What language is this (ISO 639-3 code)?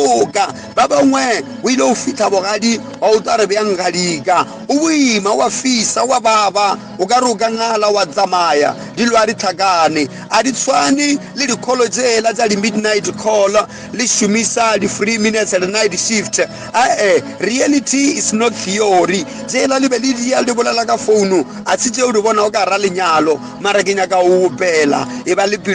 nso